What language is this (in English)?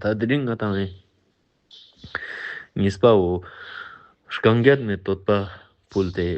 Ladakhi